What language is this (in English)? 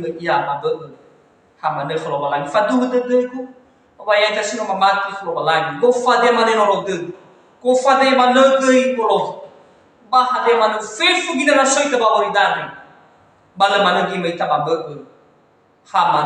Nias